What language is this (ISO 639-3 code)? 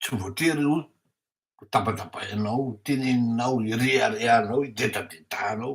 mlg